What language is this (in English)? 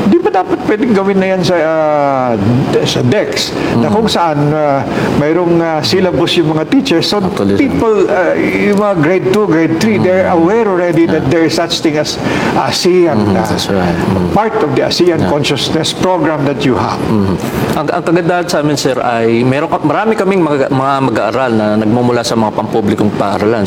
Filipino